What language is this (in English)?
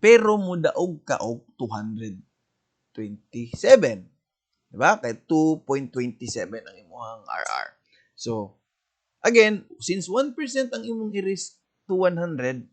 Cebuano